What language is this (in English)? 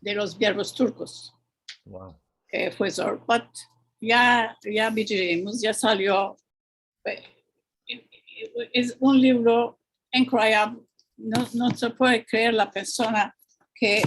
Ladino